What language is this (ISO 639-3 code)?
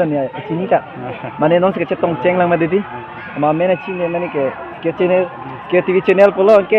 mjw